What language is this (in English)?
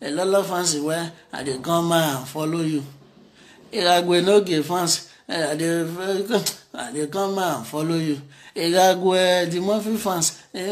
Nigerian Pidgin